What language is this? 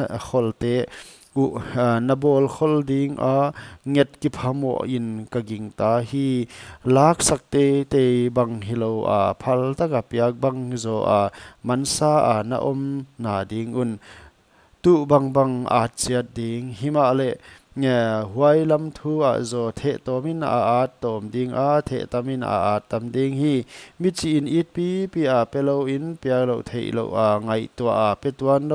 Paite Chin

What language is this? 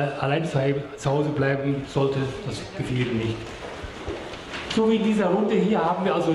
German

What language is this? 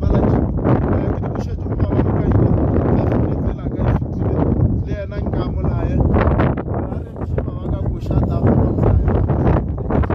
Northern Sotho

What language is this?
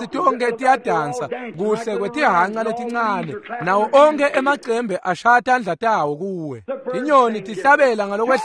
Swati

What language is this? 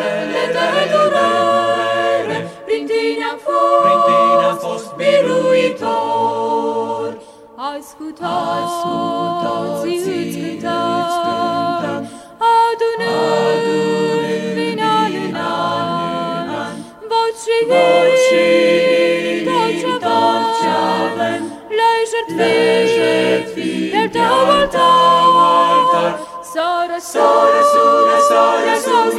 Romanian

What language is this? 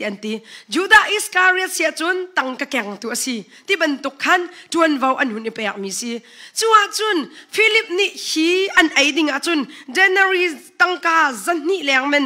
Hakha Chin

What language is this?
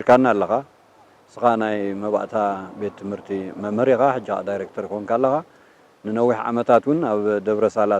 Tigrinya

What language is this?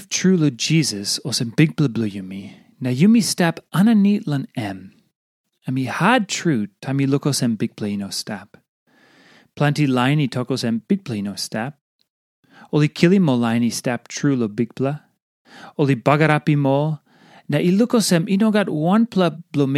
Tok Pisin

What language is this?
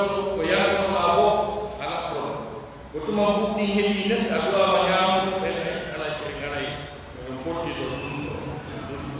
Pular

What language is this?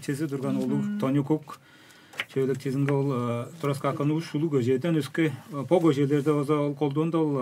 Tuvinian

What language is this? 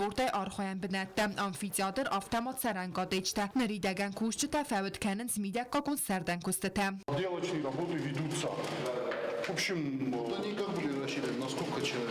Ossetic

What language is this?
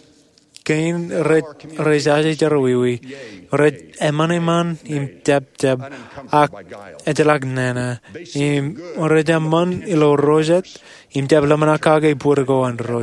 Marshallese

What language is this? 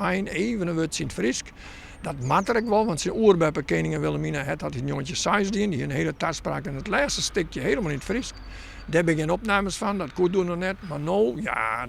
Western Frisian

